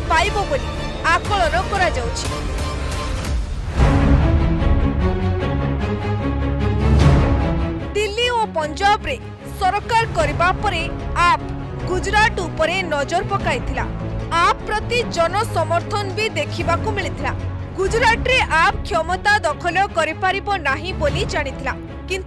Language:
Odia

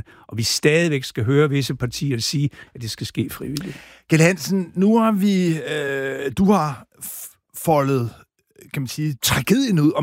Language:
Danish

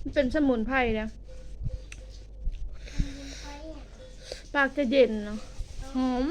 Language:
Northeastern Thai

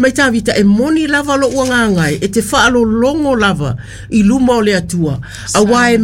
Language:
Samoan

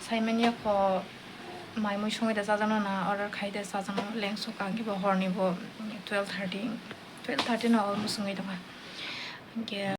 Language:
Kok Borok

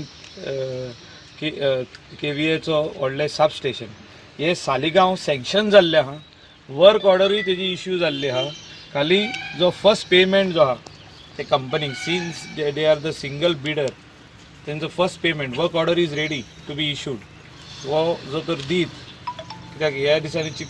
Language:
Konkani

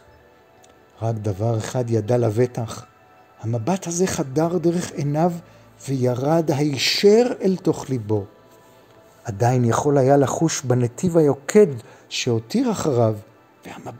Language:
Hebrew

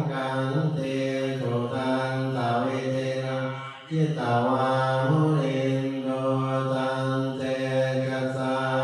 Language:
Pali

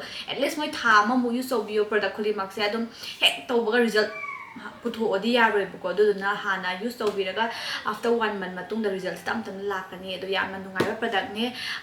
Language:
Manipuri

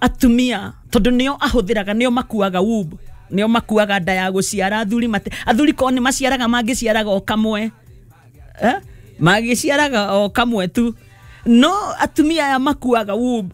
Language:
Kikuyu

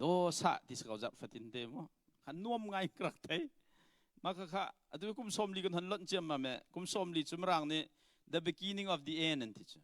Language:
Hakha Chin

